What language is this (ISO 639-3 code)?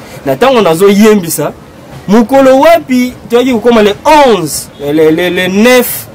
lin